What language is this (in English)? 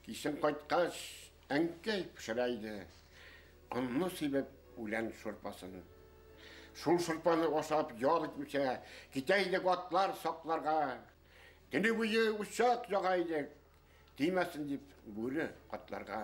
Bashkir